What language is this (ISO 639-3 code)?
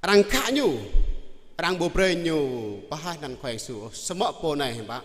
jra